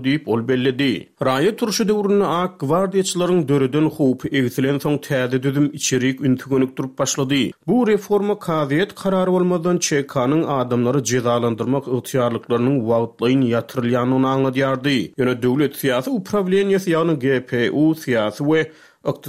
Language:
Turkmen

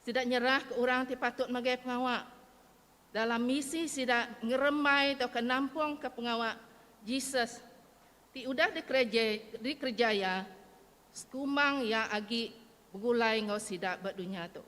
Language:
Iban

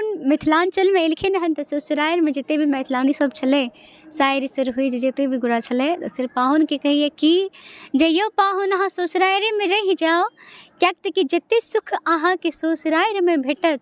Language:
Maithili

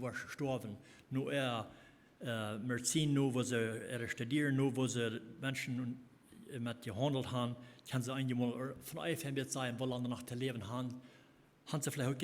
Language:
Plautdietsch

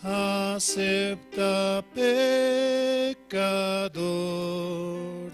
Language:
Aymara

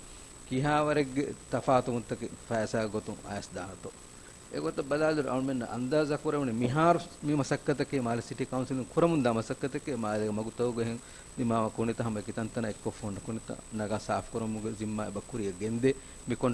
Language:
Divehi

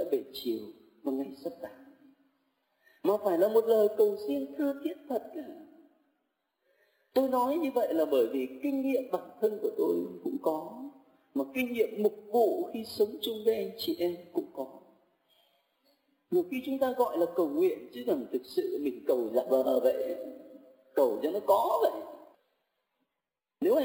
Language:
Vietnamese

